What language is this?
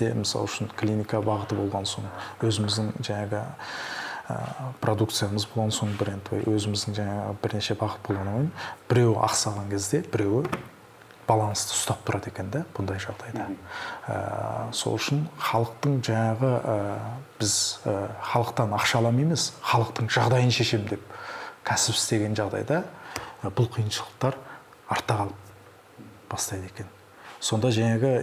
Kazakh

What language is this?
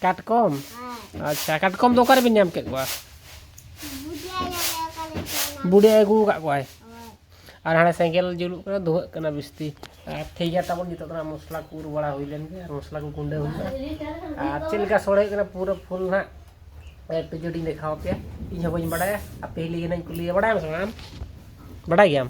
Santali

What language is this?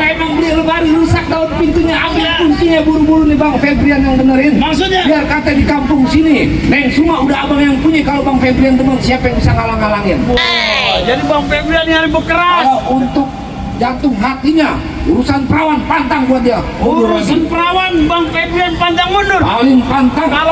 Betawi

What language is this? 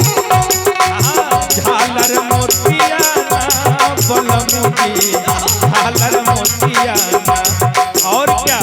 Magahi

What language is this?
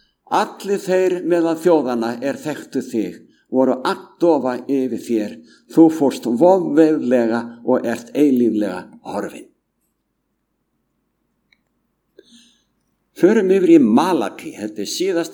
Icelandic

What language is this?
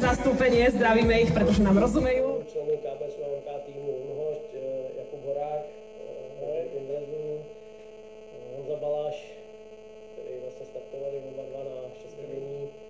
Czech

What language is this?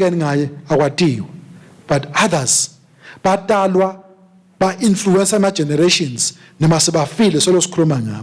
Swati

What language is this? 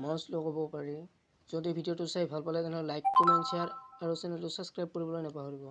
Assamese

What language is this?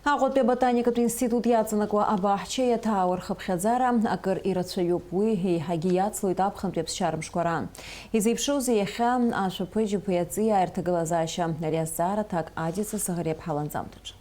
Abkhazian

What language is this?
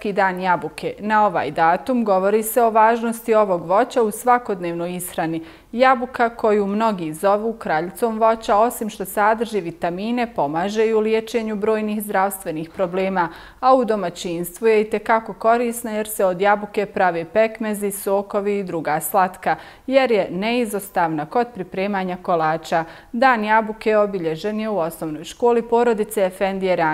Bosnian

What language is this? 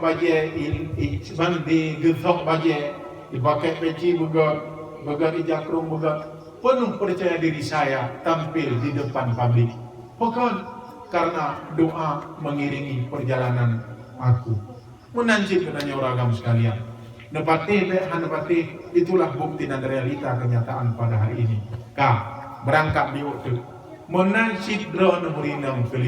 Achinese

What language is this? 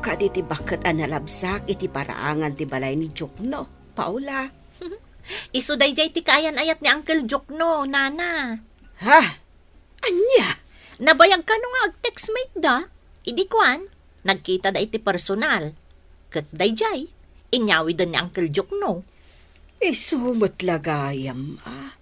Iloko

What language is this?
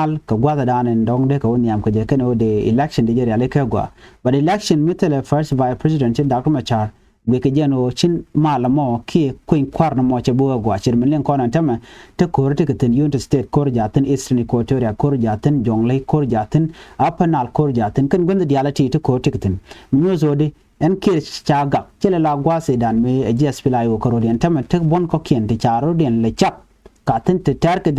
Nuer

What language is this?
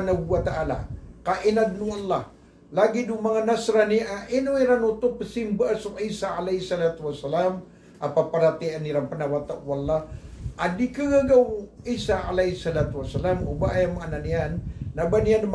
Maranao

